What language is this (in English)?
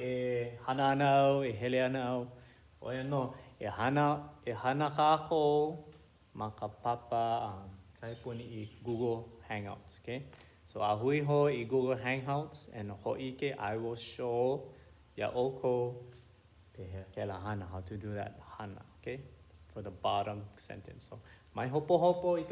Hawaiian